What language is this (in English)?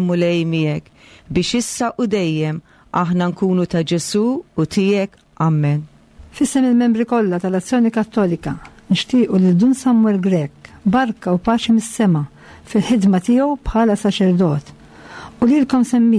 Maltese